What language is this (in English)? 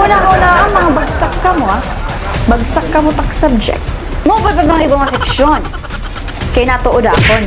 Waray